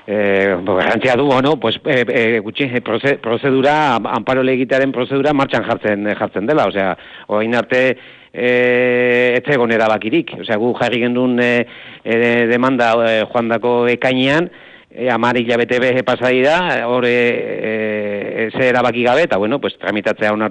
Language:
Basque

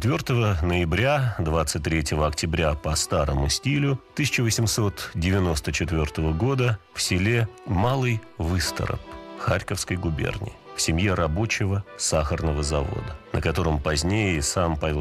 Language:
Russian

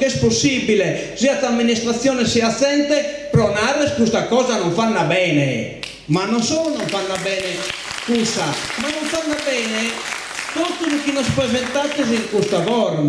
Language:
Sardinian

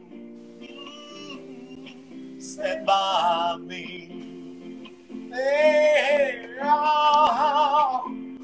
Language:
Turkish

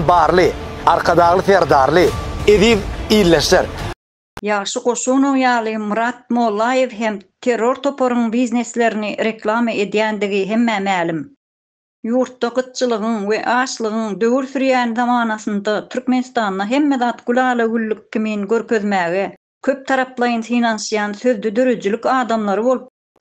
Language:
Turkmen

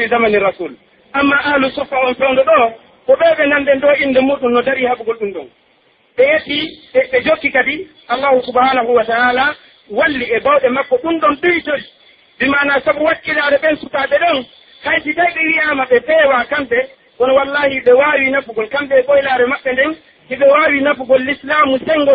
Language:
Pular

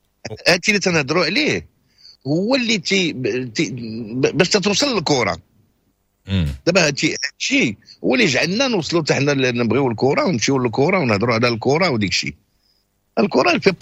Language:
Moroccan Arabic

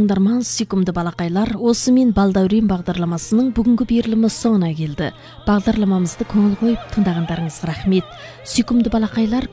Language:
Kazakh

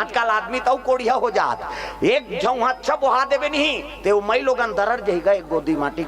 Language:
Chhattisgarhi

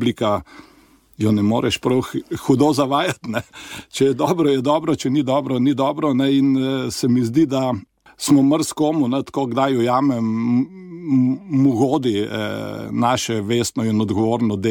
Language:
Slovenian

